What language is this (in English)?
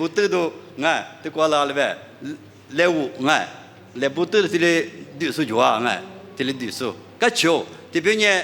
Lisu